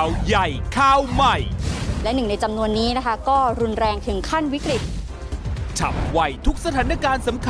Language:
Thai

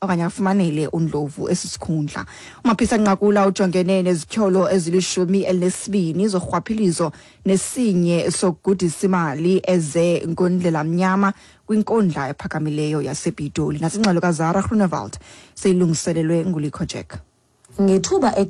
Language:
Xhosa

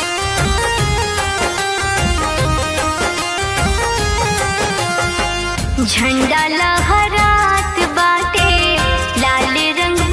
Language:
Bhojpuri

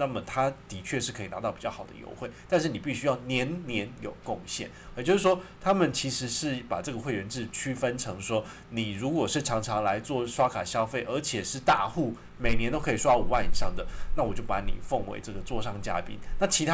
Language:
Chinese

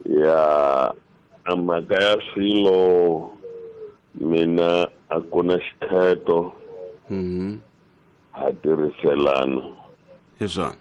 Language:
Tsonga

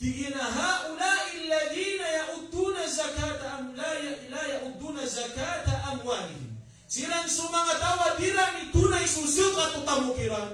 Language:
Maranao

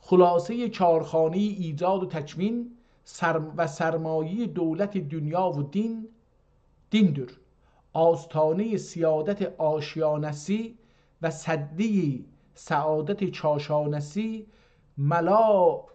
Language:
South Azerbaijani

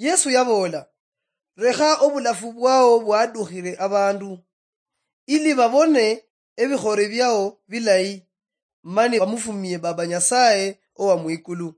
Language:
Luyia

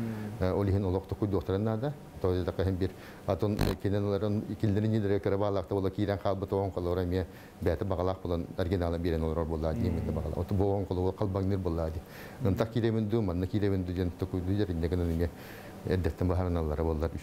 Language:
Yakut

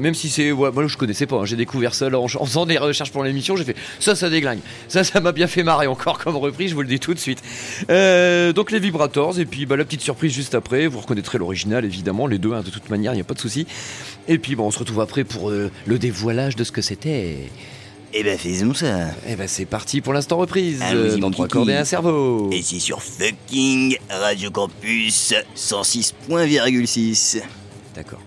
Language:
French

